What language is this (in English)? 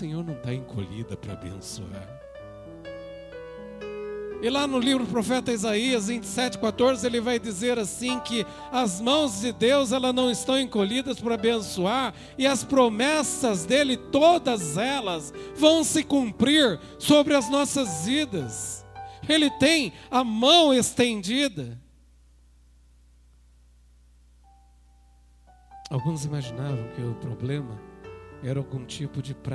Portuguese